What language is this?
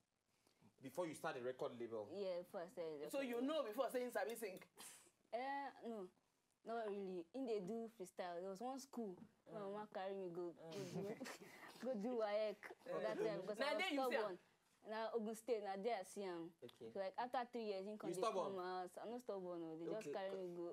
Nigerian Pidgin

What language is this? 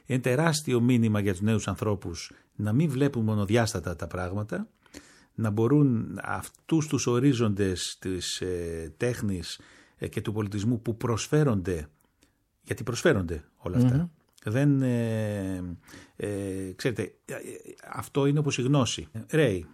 Greek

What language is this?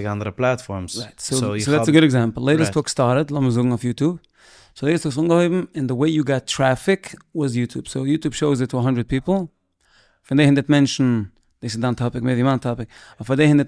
Yiddish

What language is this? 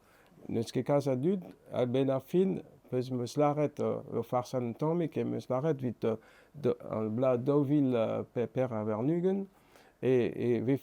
Breton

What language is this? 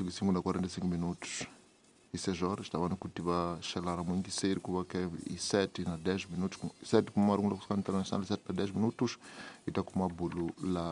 Tsonga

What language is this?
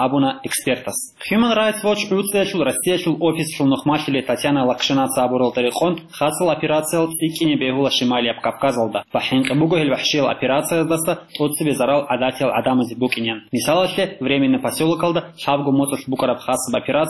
Avaric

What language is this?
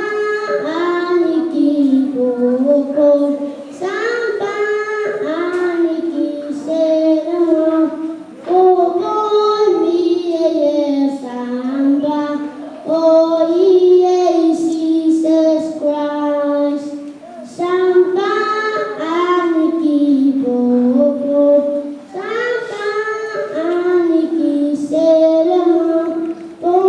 Pohnpeian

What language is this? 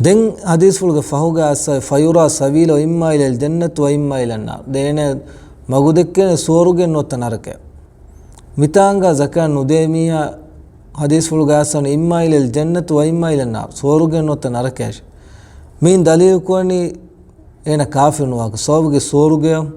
Divehi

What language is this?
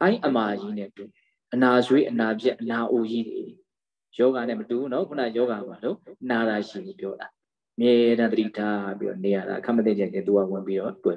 Burmese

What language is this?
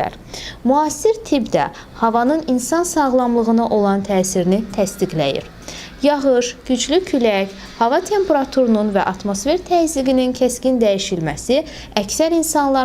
Azerbaijani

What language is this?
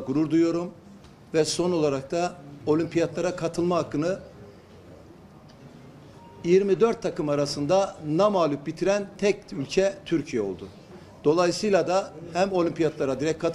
Turkish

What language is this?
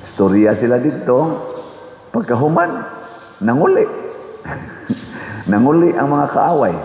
Cebuano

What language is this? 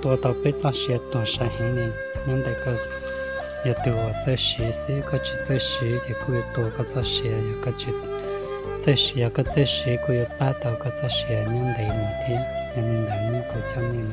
Hmong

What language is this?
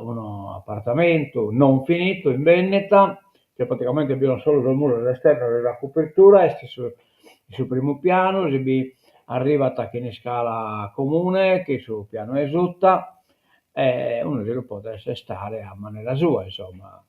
Sardinian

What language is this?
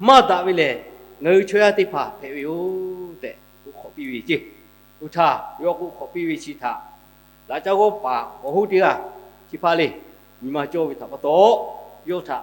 Lahu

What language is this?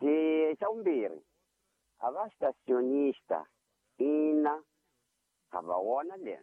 Tsonga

